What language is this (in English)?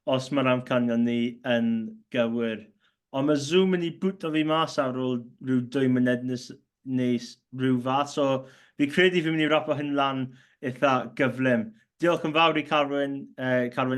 Welsh